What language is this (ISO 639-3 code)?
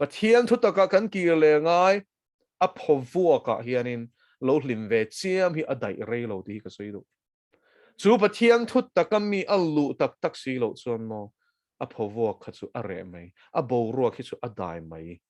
lus